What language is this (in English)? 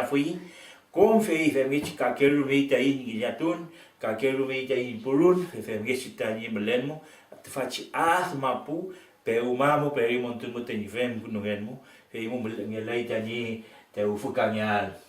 Mapuche